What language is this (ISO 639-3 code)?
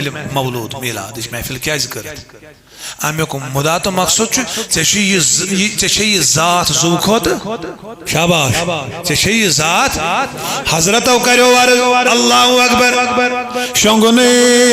kas